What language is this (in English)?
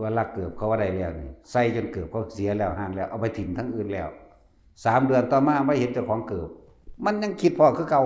Northeastern Thai